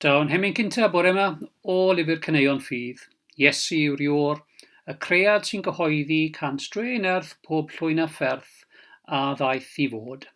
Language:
Welsh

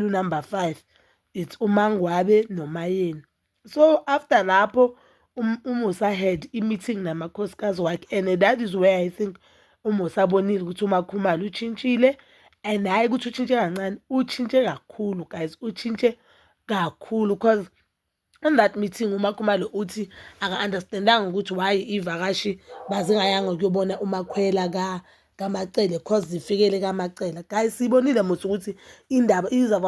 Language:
Zulu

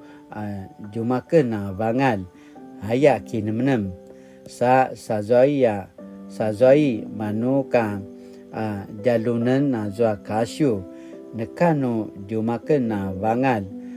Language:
Paiwan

